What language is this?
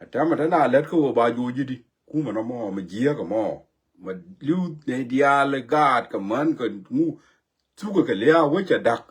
Nuer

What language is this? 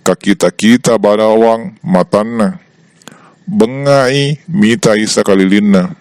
Buginese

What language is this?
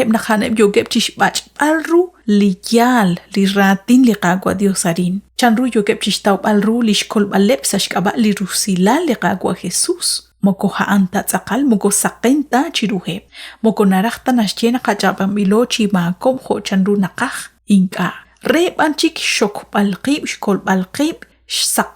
Kekchí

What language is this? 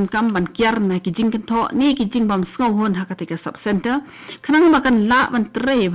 Khasi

